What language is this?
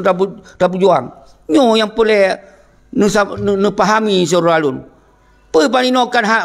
Achinese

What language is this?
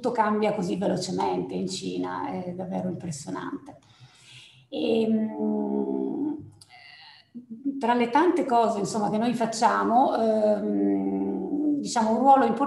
Italian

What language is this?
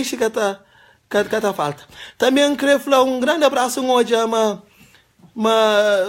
Kabuverdianu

